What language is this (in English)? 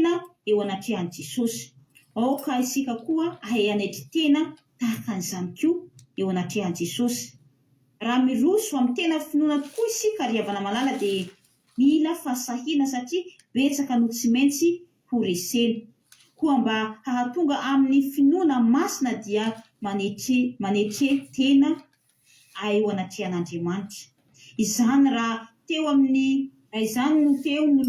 Malagasy